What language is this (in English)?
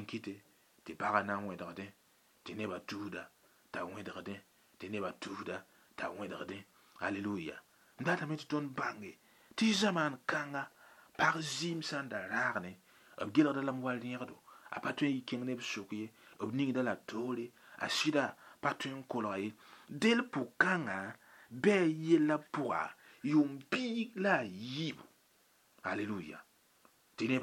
Mossi